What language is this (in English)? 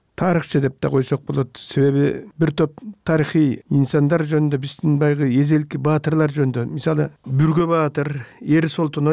Kyrgyz